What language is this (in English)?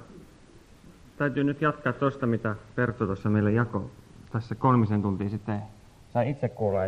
Finnish